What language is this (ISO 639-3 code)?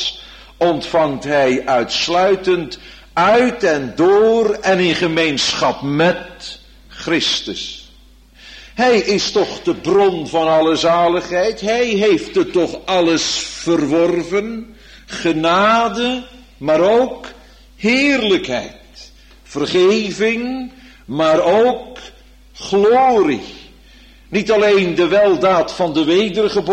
nld